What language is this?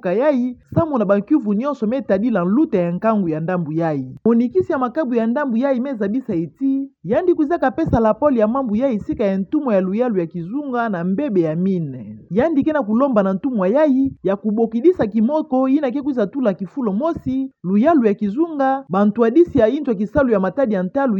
Kituba (Democratic Republic of Congo)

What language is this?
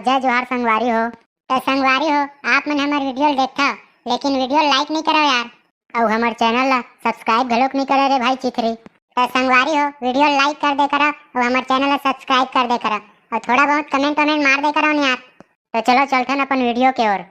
Chhattisgarhi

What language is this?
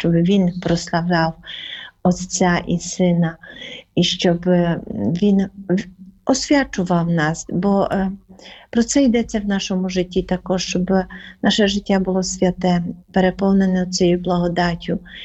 Ukrainian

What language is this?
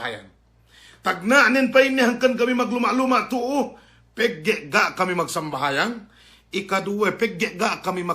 Yakan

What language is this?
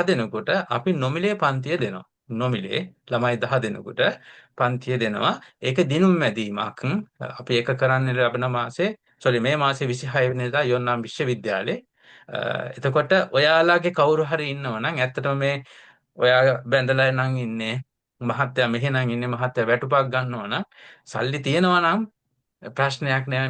Sinhala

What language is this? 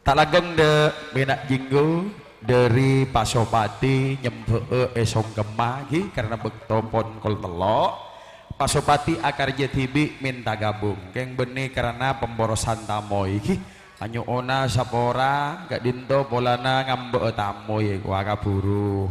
Madurese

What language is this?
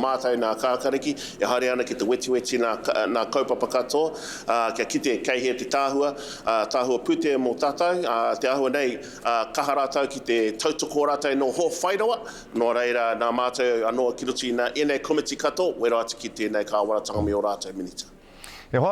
Māori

